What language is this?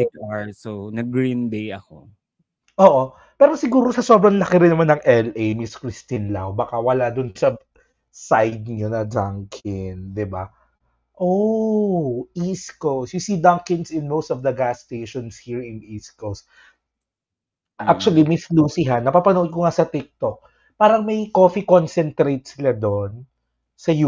Filipino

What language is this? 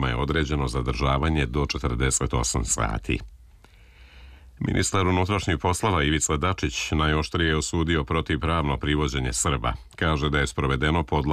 Serbian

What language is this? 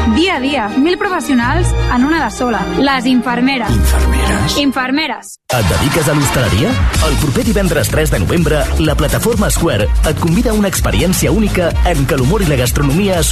Catalan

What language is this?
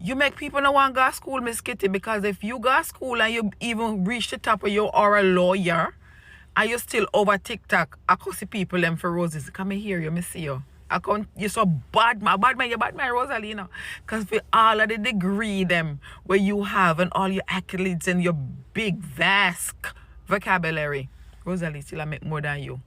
Jamaican Creole English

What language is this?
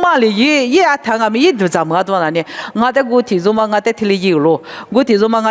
Lisu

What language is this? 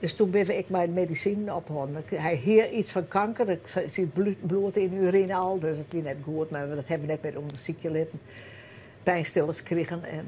Western Frisian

